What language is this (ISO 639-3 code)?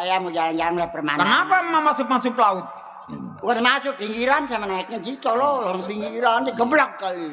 bew